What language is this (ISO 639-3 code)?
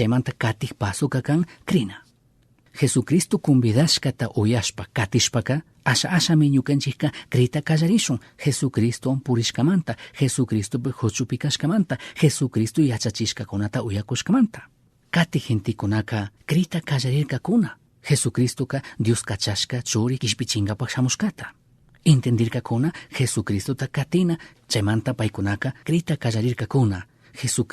qug